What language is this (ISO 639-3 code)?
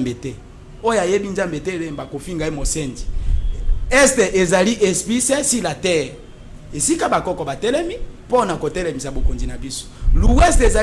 lin